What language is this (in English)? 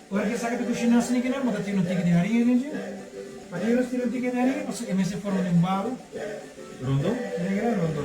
Papiamento